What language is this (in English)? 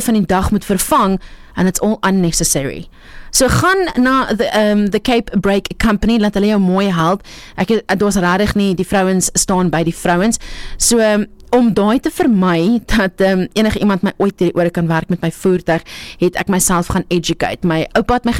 Afrikaans